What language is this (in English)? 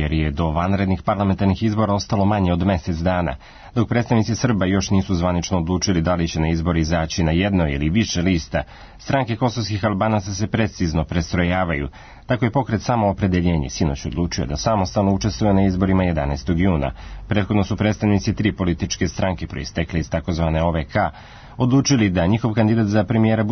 Serbian